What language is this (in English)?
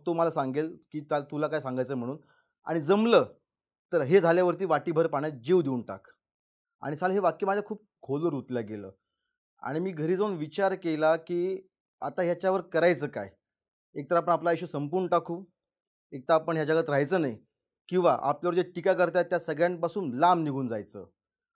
Marathi